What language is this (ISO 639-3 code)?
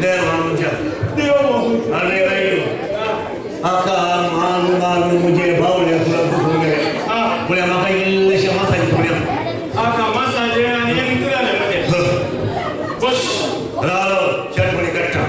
kok